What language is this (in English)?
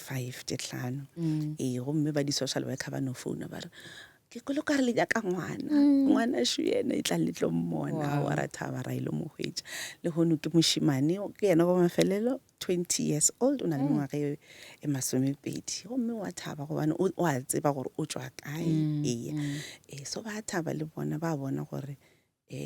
Northern Sotho